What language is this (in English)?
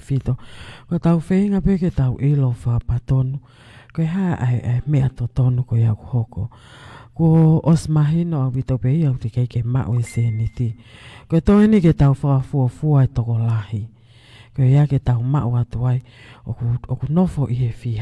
Tongan